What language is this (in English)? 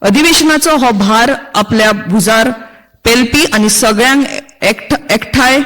Konkani